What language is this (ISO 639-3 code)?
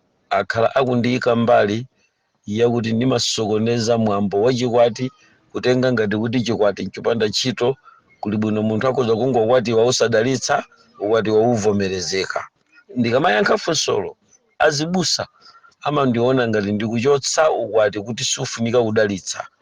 nya